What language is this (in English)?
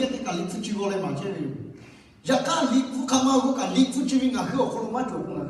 Lahu